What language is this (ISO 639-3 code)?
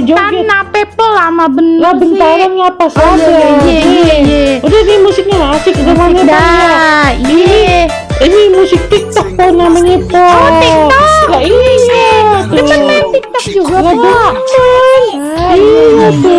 bew